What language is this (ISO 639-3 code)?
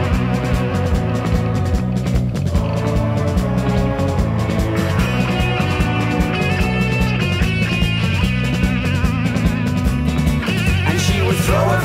eng